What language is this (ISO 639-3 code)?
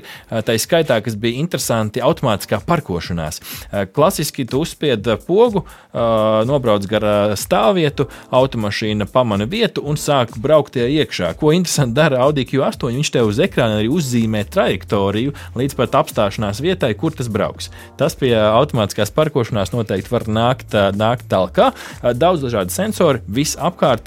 lav